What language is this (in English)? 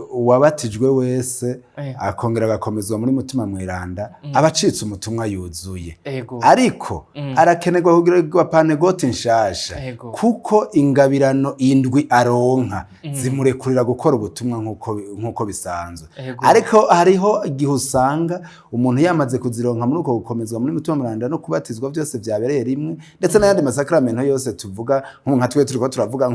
Rundi